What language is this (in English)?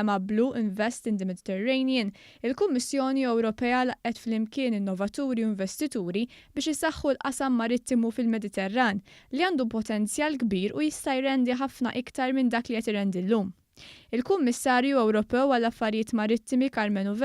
Maltese